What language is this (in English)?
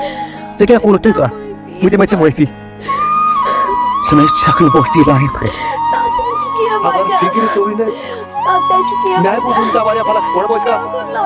Kashmiri